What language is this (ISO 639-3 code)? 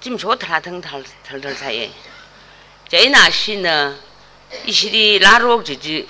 nmf